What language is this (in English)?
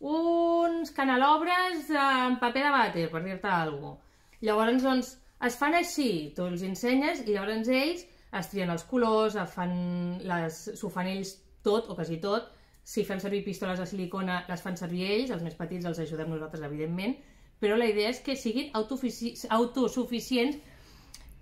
Catalan